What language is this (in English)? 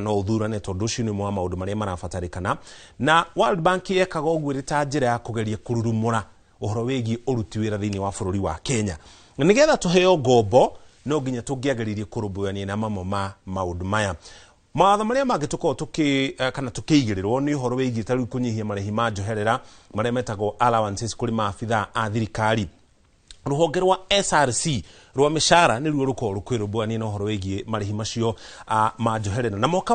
Kikuyu